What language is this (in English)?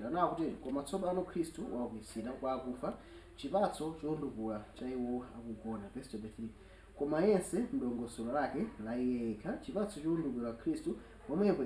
Nyanja